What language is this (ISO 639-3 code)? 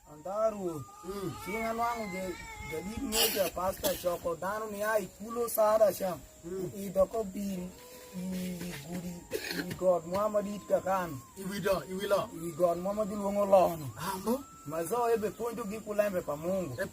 alz